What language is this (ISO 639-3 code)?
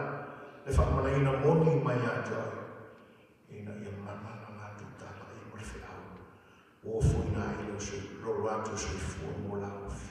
smo